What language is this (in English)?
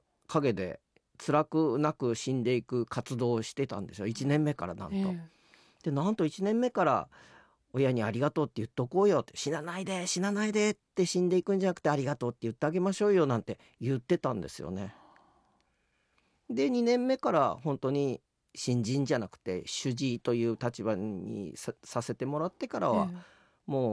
Japanese